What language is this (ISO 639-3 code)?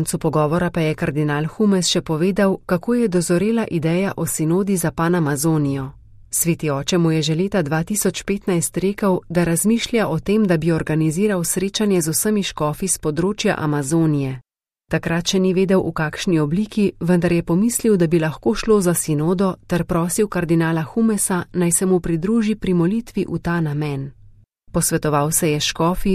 slv